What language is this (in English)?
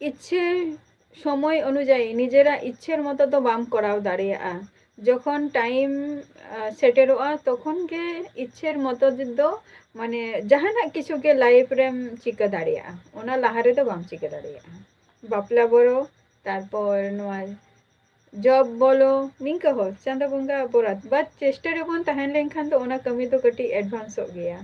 Santali